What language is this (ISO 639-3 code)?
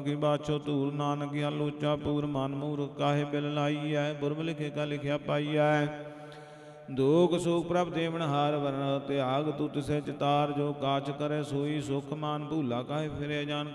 pan